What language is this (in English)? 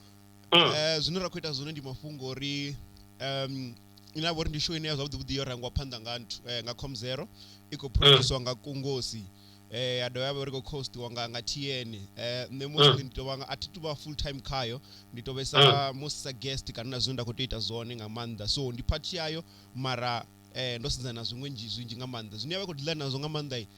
Venda